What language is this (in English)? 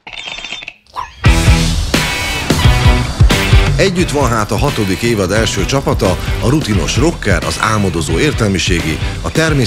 Hungarian